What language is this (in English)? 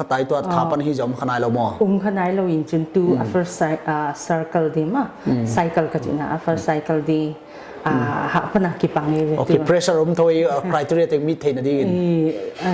Paite Chin